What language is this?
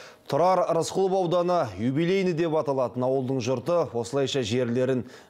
Kazakh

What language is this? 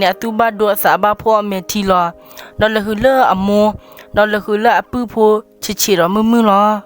S'gaw Karen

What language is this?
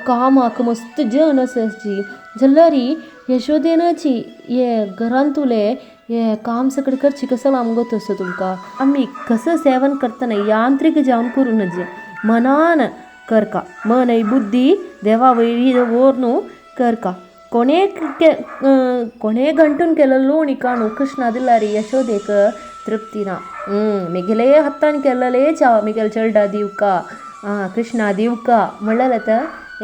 Konkani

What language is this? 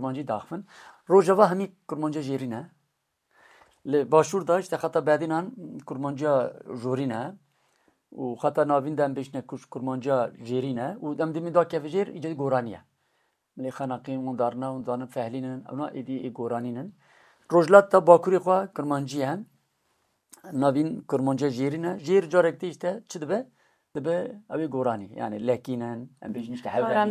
Kurdish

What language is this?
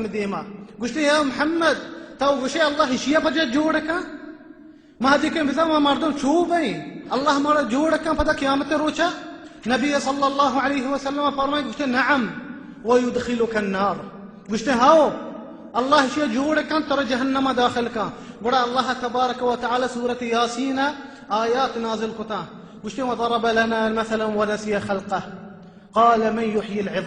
Baluchi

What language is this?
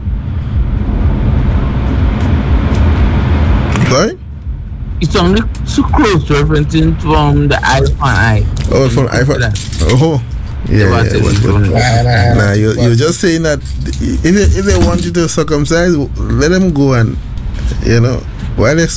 English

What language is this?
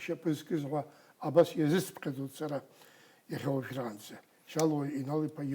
Abkhazian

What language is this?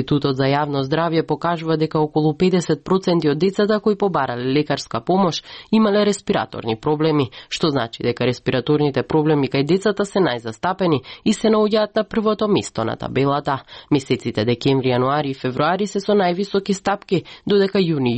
Macedonian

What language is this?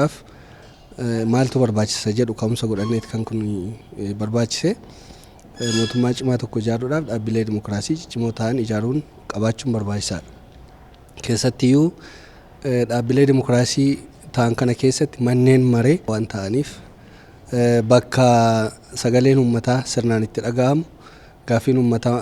Oromo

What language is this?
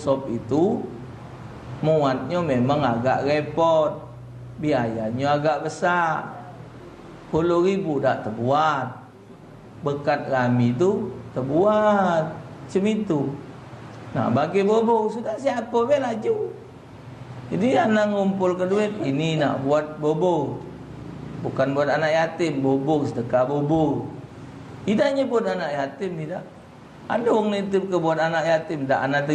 Musi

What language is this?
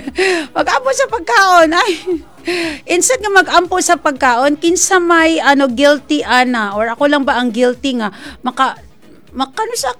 Cebuano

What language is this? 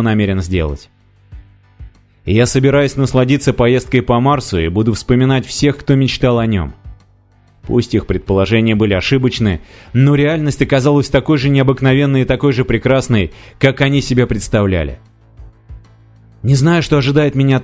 Russian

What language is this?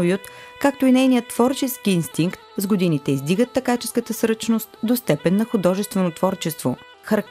Bulgarian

